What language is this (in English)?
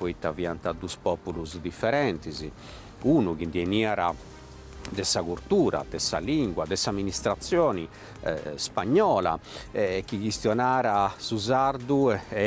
Sardinian